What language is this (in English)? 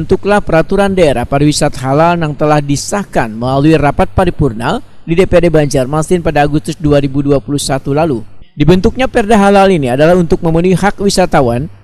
Banjar